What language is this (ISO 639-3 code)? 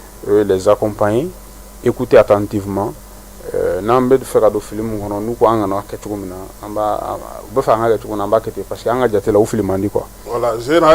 bam